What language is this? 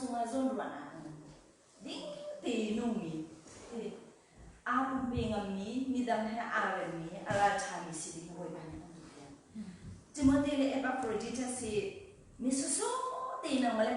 Hakha Chin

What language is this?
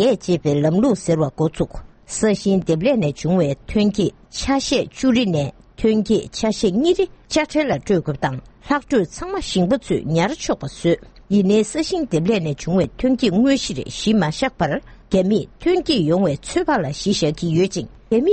Tibetan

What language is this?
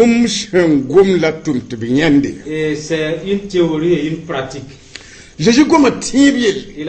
Mossi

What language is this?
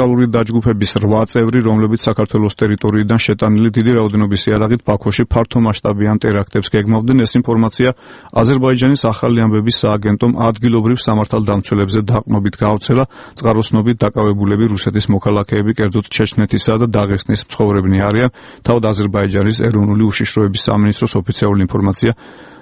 Georgian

